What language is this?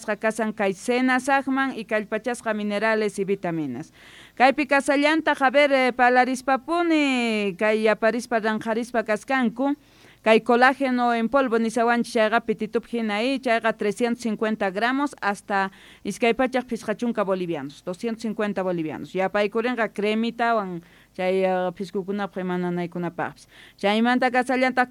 South Bolivian Quechua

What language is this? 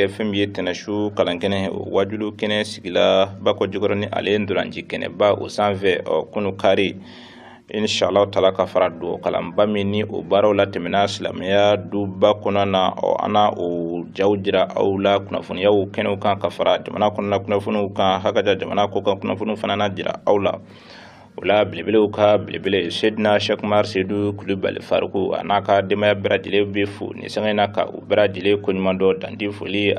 Bambara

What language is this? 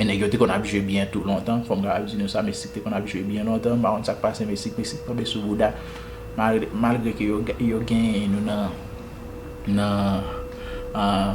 Haitian Creole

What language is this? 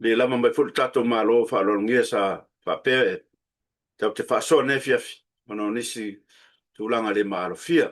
Samoan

